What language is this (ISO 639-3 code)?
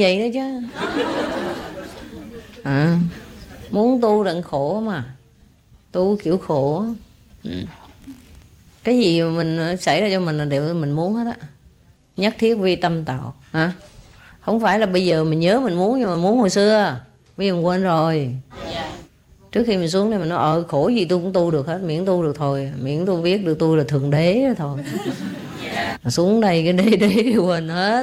vie